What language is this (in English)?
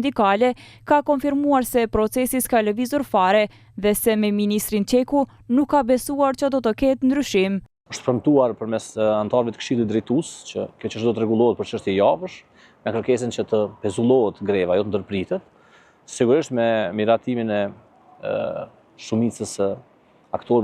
Albanian